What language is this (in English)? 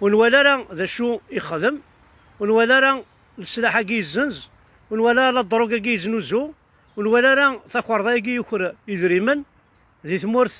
Kabyle